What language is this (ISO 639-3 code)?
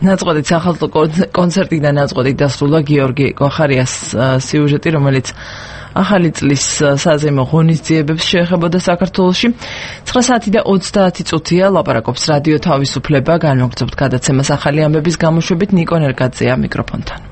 kat